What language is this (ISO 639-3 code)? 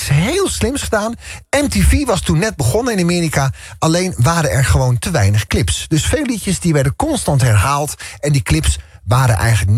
nld